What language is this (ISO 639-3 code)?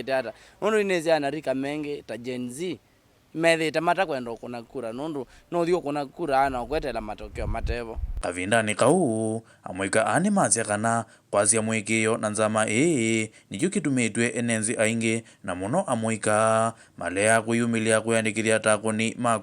kam